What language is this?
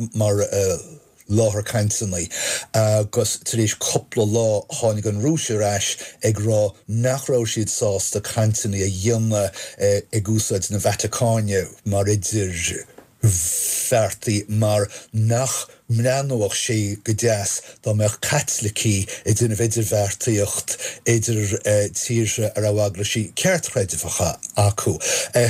Irish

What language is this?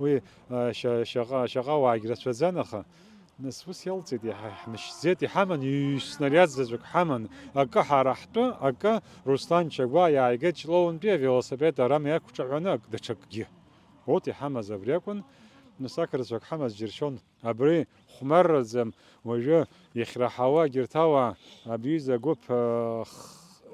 Abkhazian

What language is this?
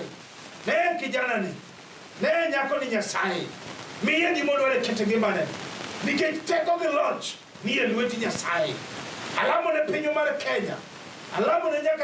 Luo (Kenya and Tanzania)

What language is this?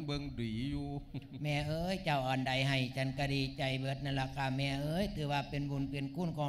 Lao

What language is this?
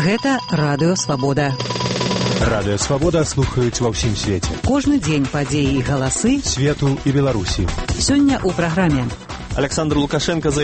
Belarusian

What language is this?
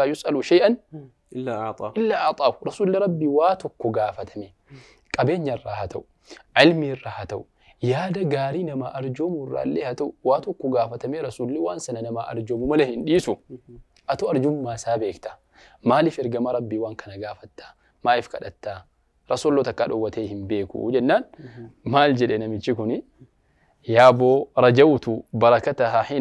Oromo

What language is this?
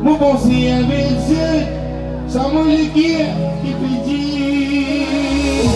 Morisyen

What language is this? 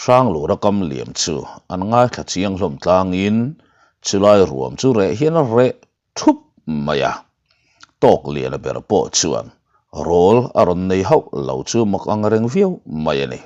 Mizo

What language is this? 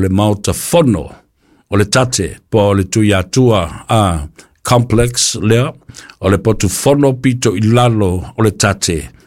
Samoan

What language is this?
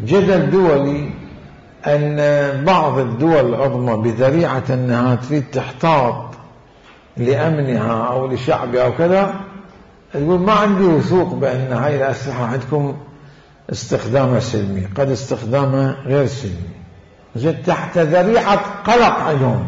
Mesopotamian Arabic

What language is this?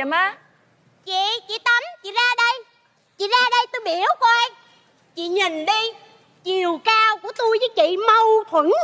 Vietnamese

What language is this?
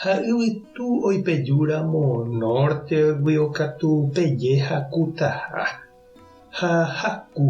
Guarani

